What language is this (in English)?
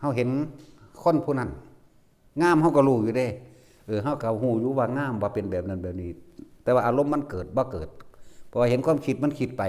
Lao